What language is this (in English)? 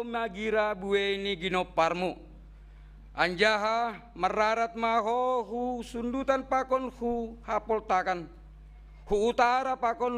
Batak Simalungun